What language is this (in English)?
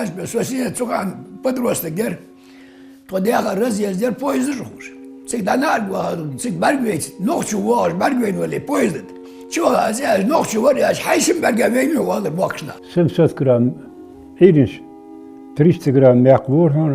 Ingush